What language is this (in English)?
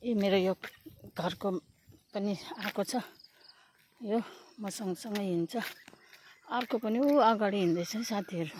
Nepali